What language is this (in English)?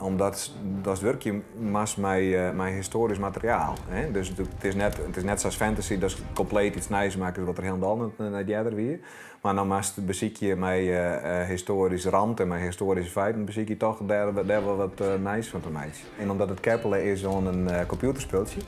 Western Frisian